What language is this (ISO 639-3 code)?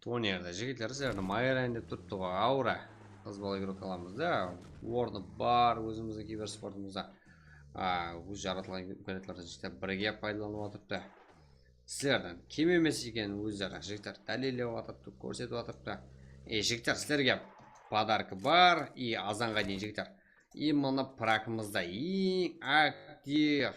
kaa